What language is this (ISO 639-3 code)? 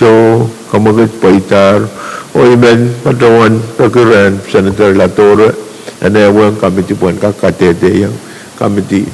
pon